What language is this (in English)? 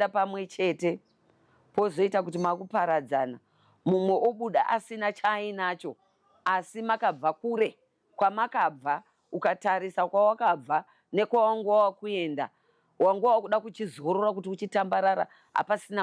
Shona